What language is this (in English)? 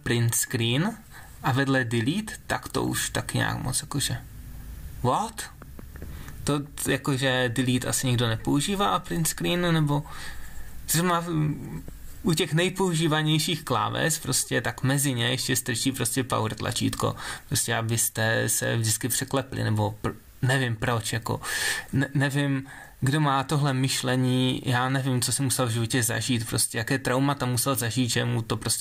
Czech